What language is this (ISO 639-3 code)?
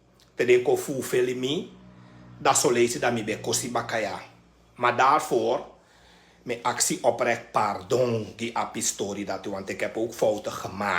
srn